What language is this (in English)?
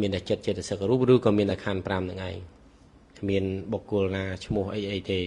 Khmer